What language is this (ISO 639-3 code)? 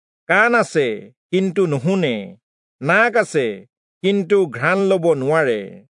asm